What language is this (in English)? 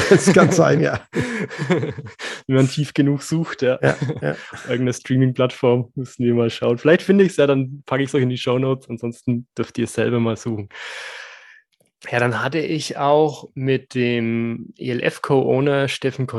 German